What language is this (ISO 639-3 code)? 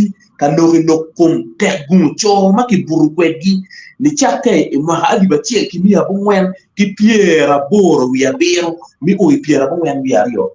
ach